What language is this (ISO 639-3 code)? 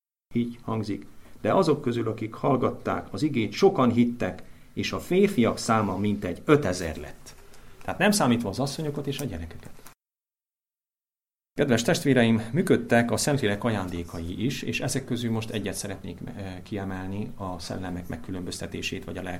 hun